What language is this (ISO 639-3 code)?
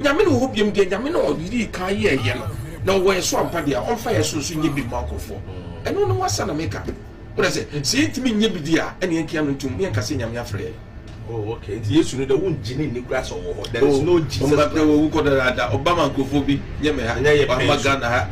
aka